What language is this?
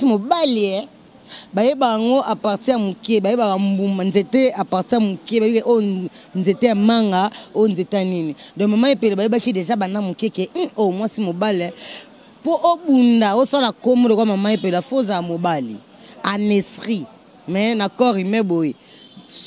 Lingala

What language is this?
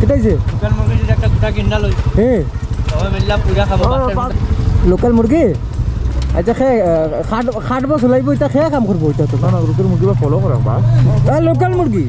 Sylheti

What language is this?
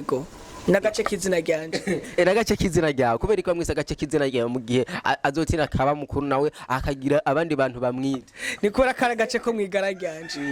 Rundi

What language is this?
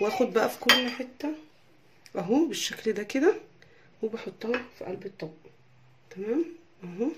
Egyptian Arabic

